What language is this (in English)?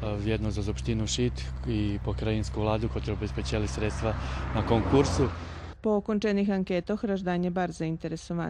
Rusyn